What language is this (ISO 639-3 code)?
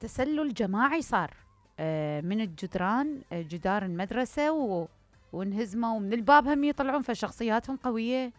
acm